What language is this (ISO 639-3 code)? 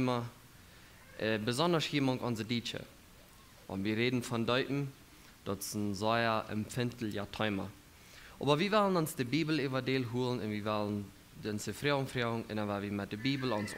pdt